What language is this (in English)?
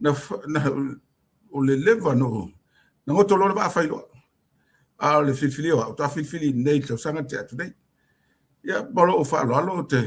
Samoan